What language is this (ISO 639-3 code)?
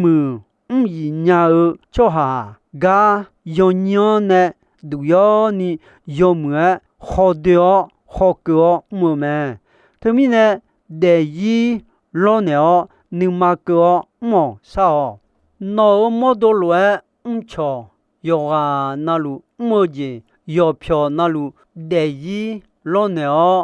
ahk